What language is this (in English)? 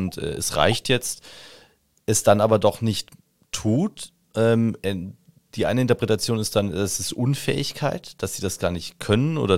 German